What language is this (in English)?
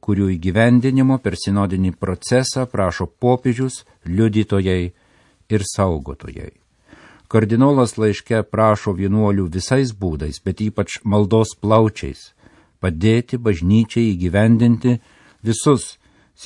Lithuanian